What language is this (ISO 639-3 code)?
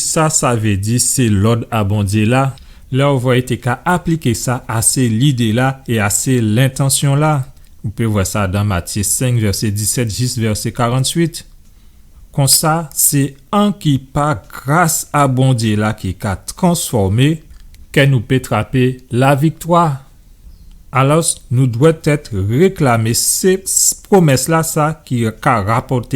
gcf